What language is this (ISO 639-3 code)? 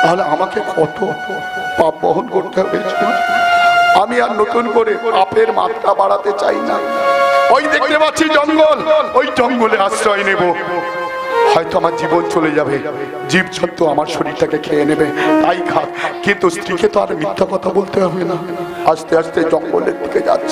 ben